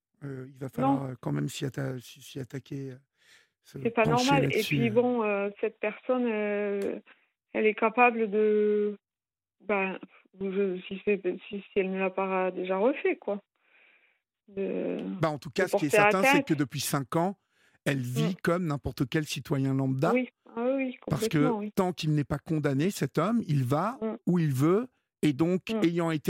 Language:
French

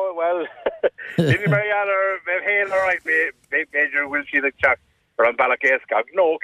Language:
Irish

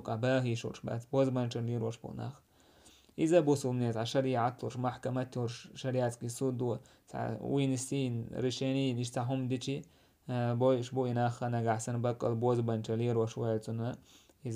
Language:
Chechen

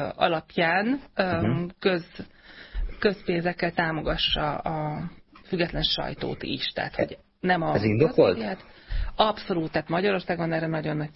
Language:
Hungarian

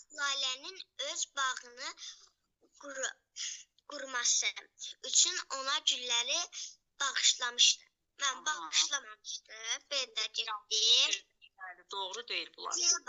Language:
Azerbaijani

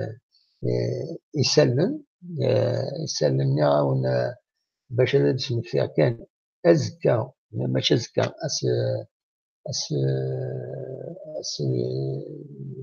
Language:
Kabyle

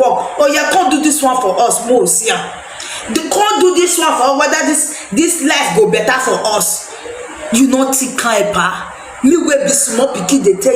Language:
Nigerian Pidgin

